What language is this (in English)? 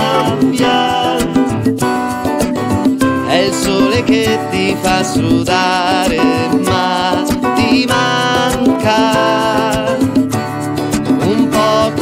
Italian